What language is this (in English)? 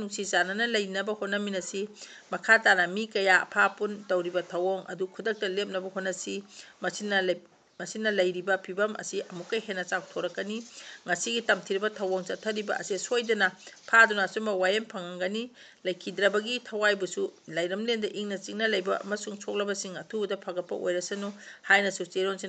Manipuri